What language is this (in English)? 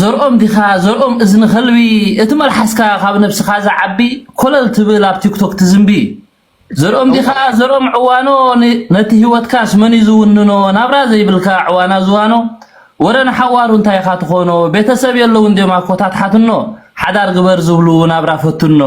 Tigrinya